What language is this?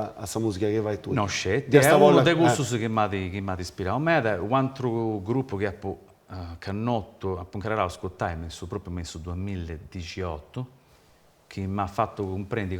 Sardinian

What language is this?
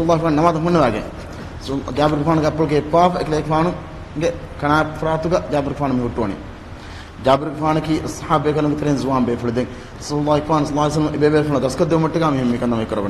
Divehi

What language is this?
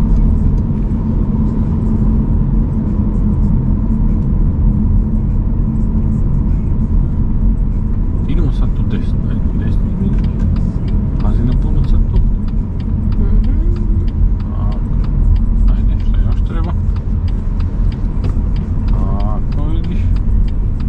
Croatian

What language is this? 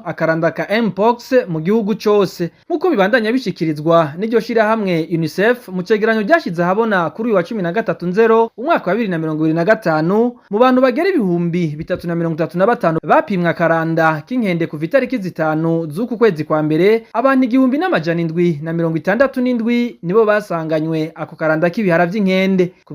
Rundi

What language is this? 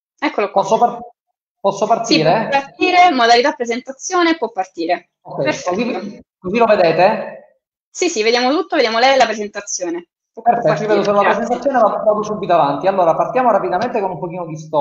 Italian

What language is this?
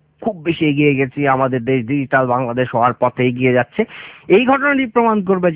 Bangla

